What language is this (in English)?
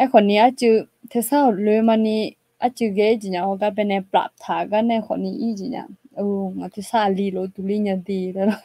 Akha